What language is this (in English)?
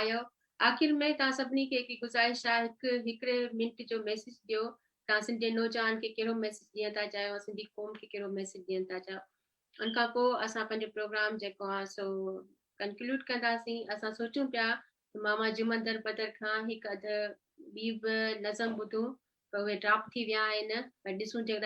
Sindhi